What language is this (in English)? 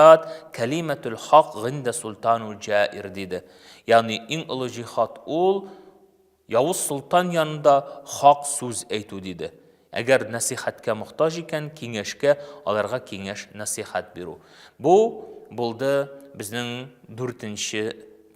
Tatar